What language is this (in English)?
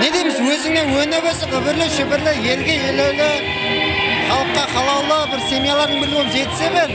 Kara-Kalpak